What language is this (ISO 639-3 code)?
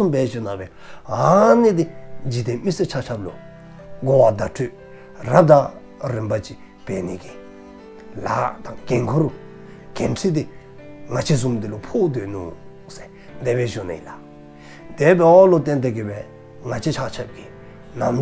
dzo